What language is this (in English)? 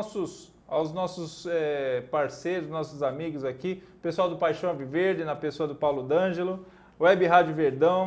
Portuguese